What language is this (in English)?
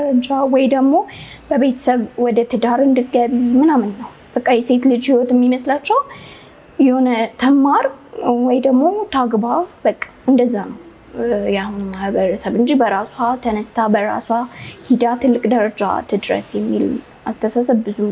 Amharic